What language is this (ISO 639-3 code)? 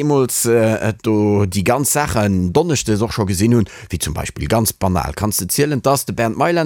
ltz